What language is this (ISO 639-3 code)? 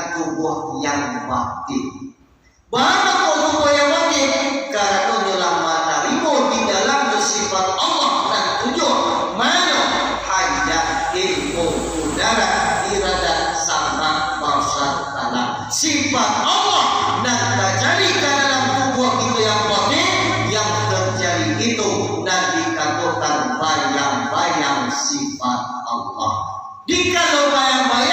min